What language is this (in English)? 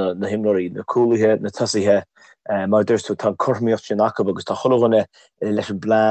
Irish